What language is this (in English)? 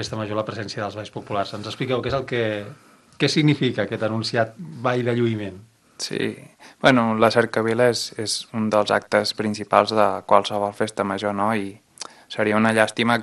Catalan